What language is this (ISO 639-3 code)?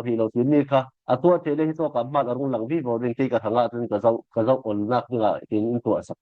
cfm